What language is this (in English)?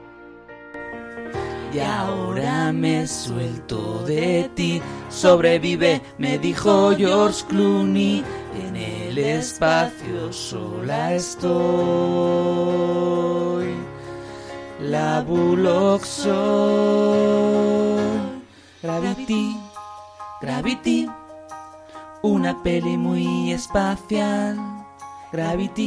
Spanish